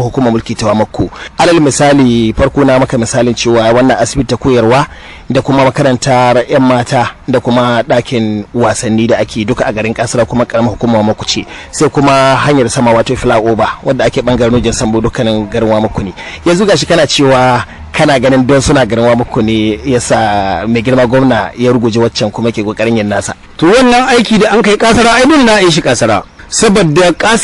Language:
Hausa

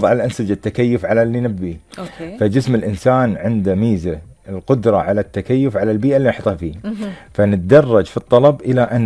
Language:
Gulf Arabic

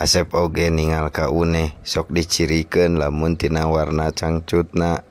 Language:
Sundanese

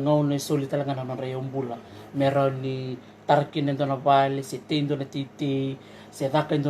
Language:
Fijian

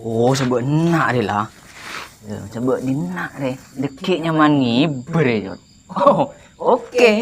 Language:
Madurese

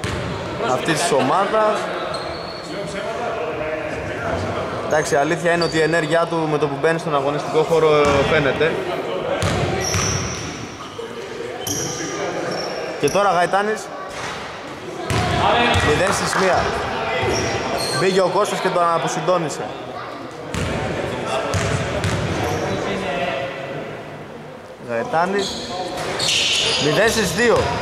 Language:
Greek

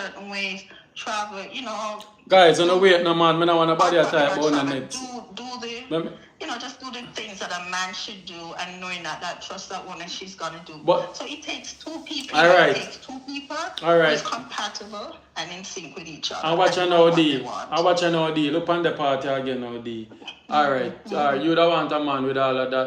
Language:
Jamaican Creole English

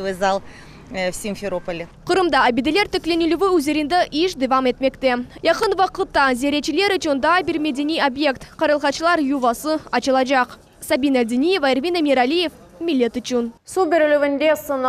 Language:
Crimean Tatar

